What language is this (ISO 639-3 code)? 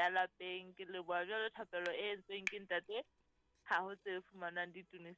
sot